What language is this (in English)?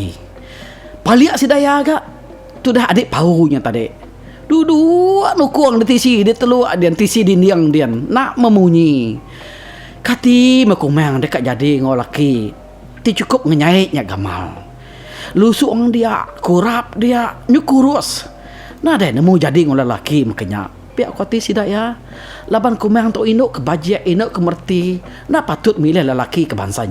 Iban